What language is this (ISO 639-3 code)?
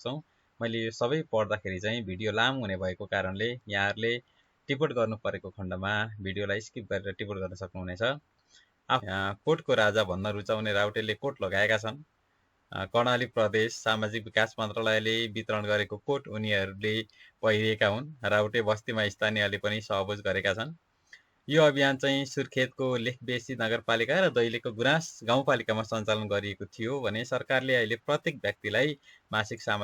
nep